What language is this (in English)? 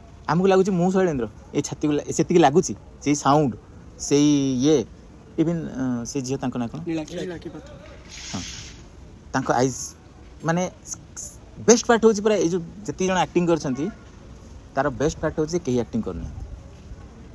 Odia